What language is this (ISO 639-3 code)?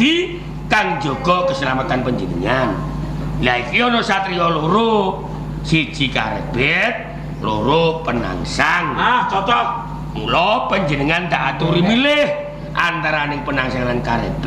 jav